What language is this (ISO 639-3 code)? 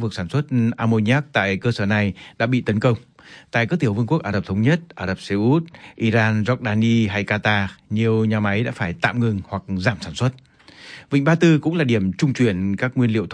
vie